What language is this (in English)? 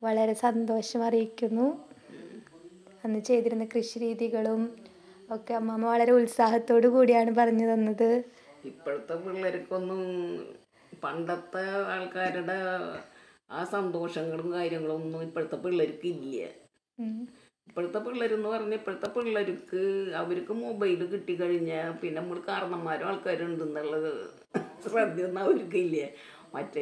Malayalam